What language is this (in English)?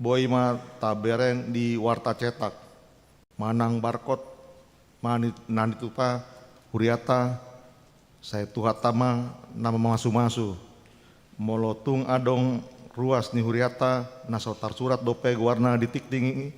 Batak Toba